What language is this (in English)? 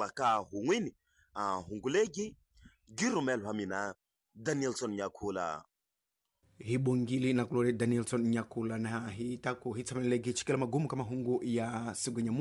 Tsonga